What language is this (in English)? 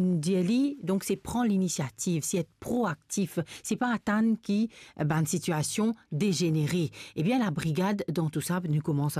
Morisyen